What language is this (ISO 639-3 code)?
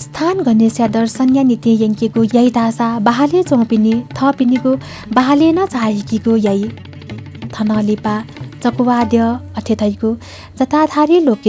new